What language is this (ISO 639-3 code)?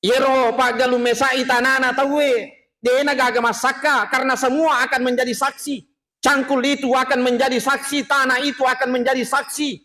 bug